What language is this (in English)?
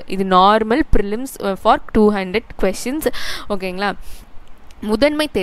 Tamil